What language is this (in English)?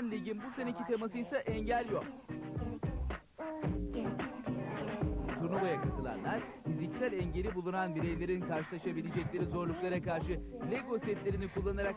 Turkish